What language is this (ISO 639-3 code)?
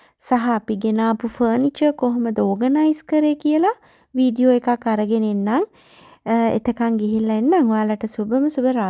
sin